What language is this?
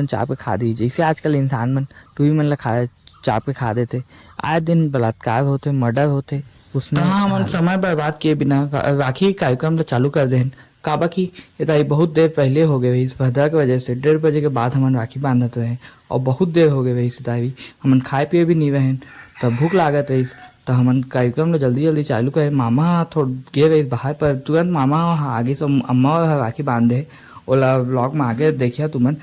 Chhattisgarhi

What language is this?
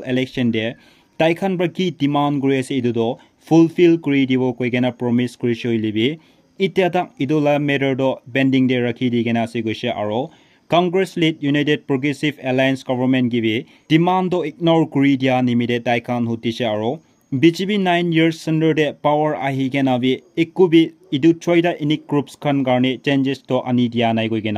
Naga Pidgin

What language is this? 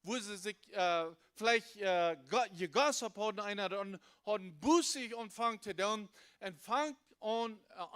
Plautdietsch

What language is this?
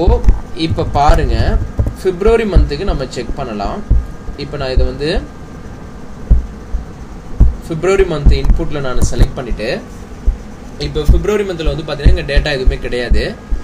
Tamil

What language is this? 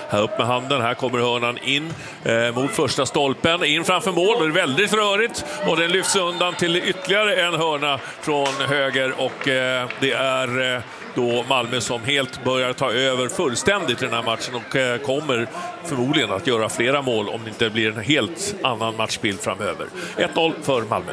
Swedish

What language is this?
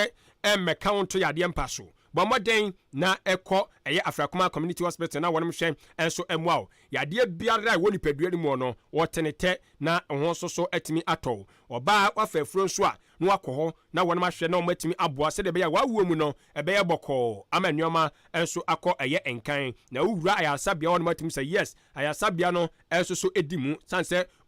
Akan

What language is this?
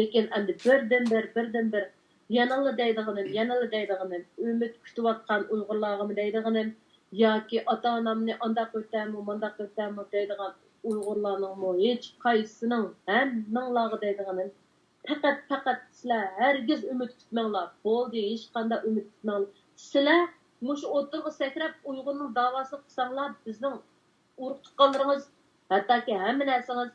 Uyghur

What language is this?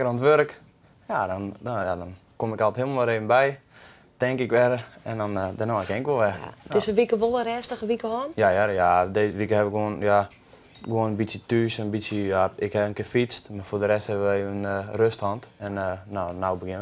Western Frisian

